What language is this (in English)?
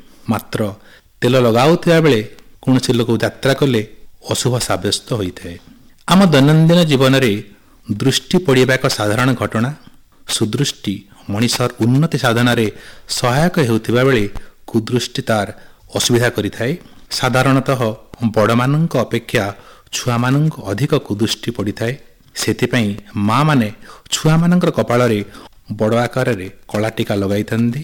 Odia